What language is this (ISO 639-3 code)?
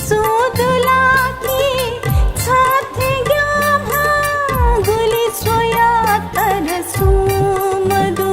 new